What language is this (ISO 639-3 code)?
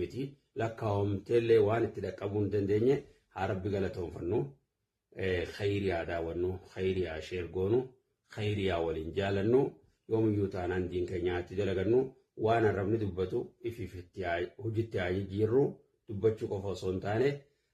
orm